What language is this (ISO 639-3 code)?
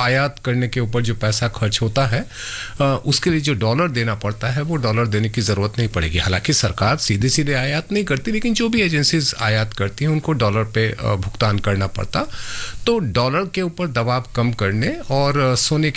hin